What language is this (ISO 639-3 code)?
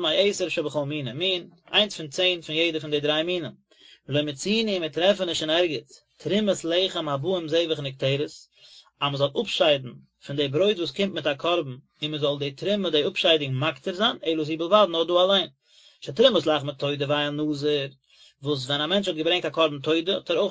yid